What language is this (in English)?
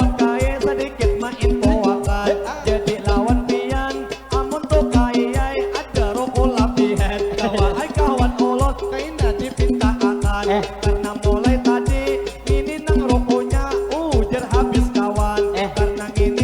Banjar